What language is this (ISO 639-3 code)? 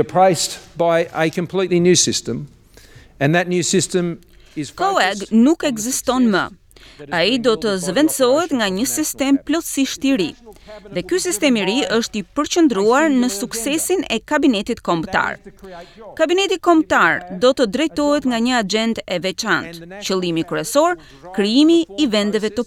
sqi